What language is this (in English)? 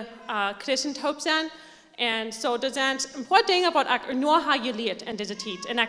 Plautdietsch